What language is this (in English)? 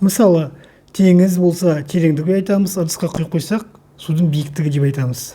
Kazakh